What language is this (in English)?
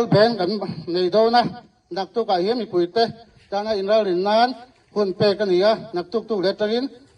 Mizo